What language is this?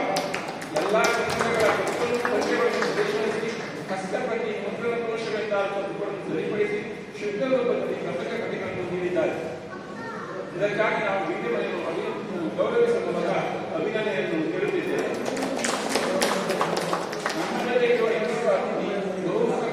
Kannada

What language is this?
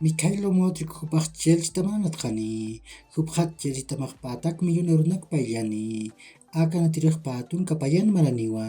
Aymara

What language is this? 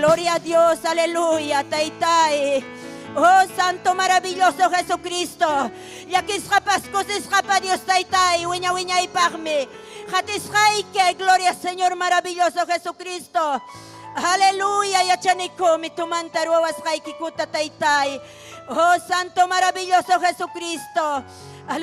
Ayacucho Quechua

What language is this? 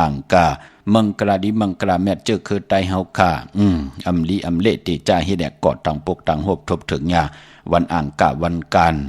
Shan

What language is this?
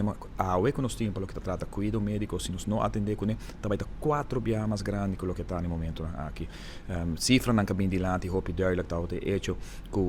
Papiamento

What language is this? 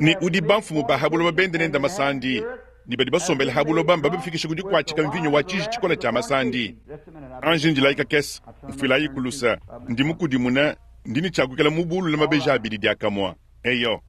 Luba-Lulua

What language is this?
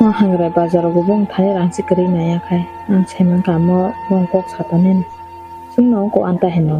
Kok Borok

